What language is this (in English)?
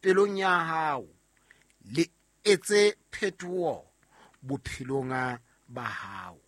Southern Sotho